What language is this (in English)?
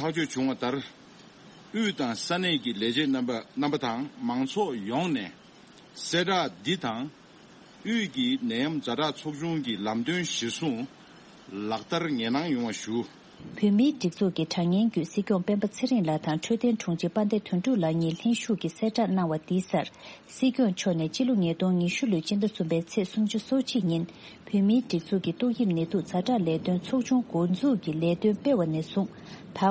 Tibetan